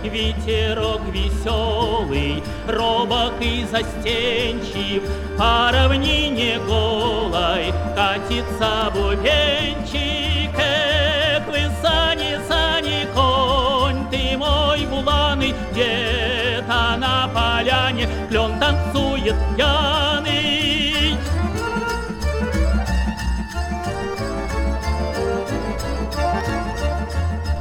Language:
Russian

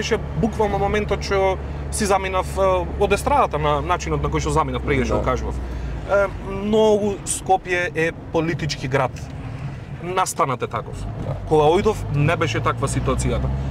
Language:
Macedonian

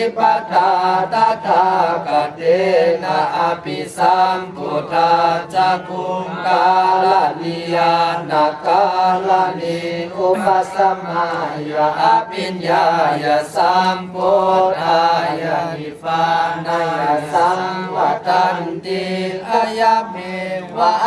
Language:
Pali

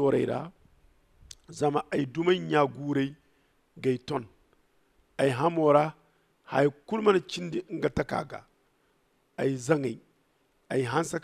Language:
Zarma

